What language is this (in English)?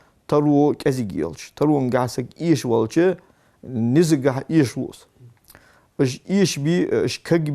Ingush